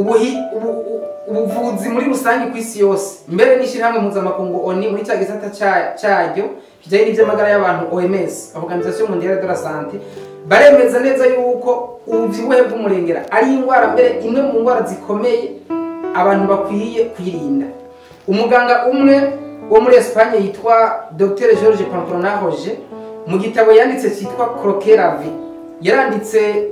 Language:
Rundi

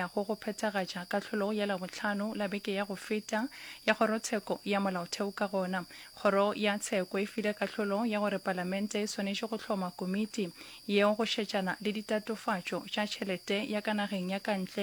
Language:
Northern Sotho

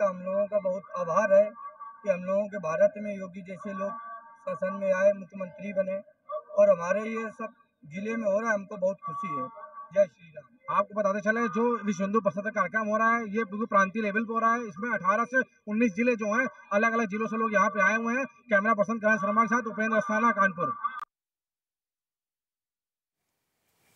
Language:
Hindi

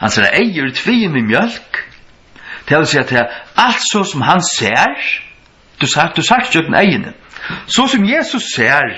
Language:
Faroese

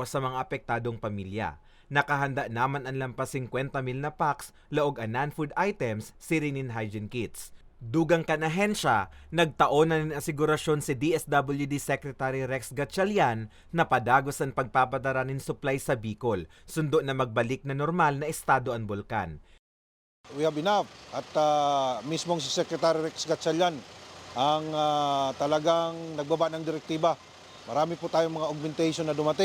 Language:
Bikol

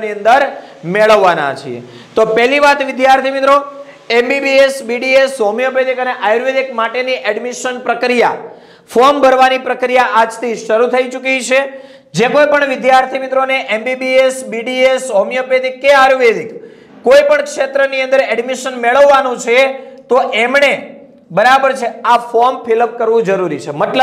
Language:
Gujarati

